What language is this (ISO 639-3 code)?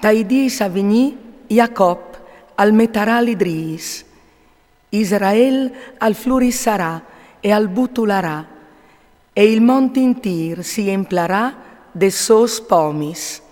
fur